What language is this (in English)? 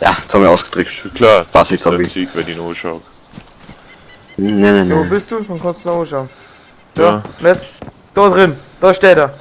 Bavarian